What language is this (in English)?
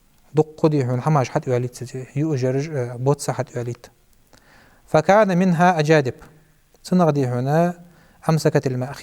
Ingush